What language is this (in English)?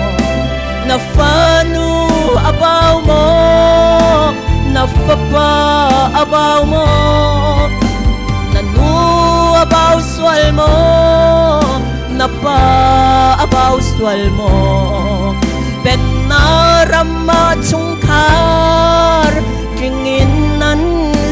Hakha Chin